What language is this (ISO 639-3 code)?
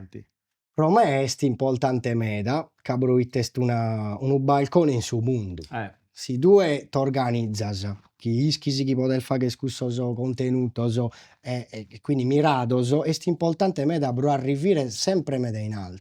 srd